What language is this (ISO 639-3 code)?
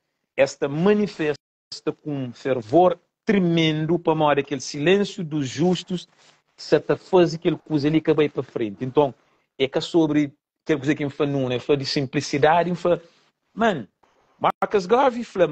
kea